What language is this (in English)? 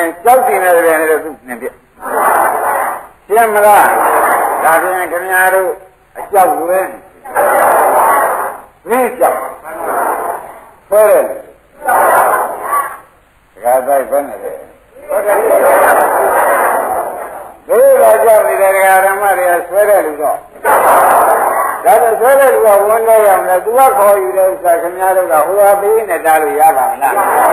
Burmese